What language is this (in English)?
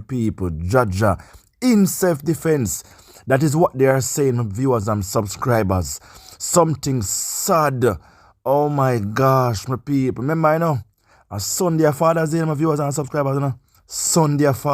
Jamaican Creole English